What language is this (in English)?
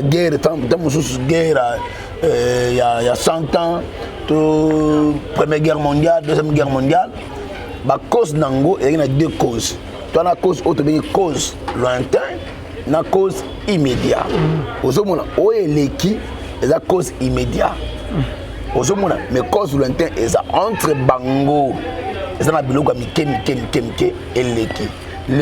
Lingala